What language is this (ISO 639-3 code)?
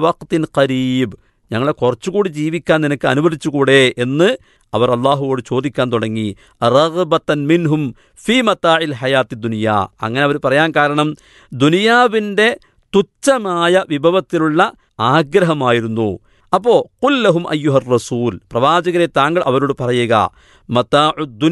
mal